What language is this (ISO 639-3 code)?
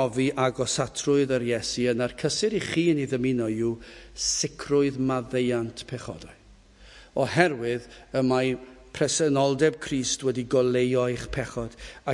cym